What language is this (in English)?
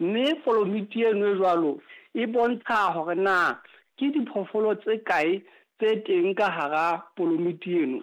Southern Sotho